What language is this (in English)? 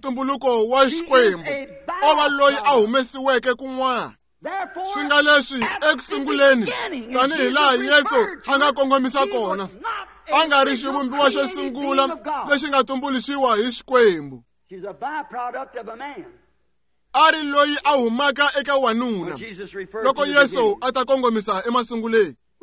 Tsonga